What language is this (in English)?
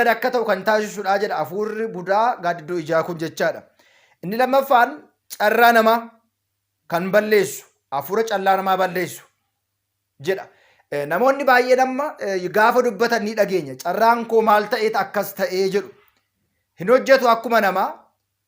Oromo